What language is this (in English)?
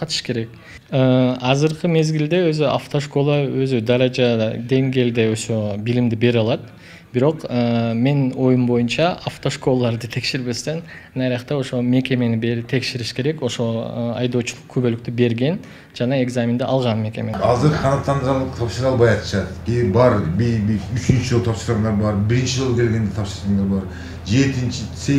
Kyrgyz